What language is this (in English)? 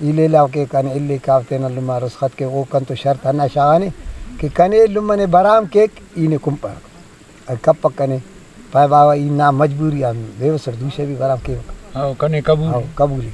Brahui